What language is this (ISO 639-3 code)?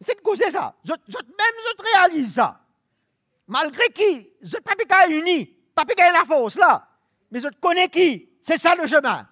mfe